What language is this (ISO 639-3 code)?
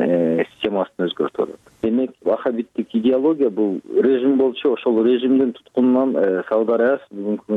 kir